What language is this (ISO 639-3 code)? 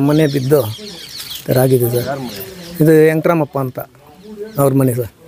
kan